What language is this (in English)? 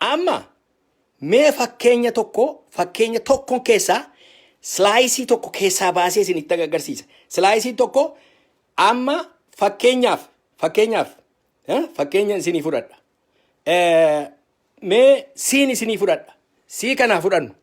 Oromo